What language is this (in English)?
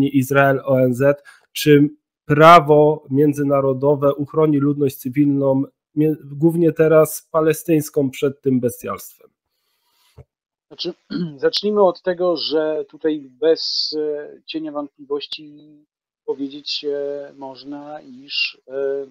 Polish